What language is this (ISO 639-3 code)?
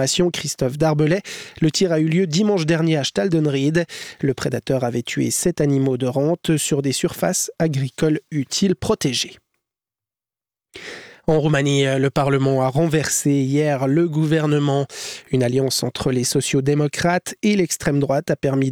fra